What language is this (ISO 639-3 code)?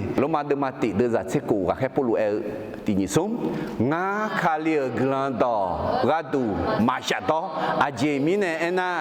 ahk